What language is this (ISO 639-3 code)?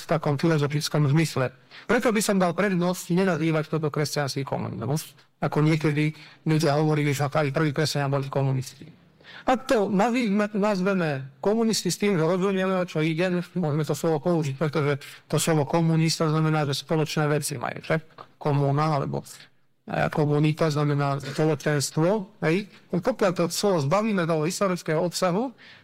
slk